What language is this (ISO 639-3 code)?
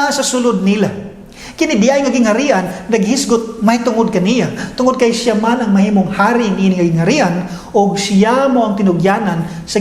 ceb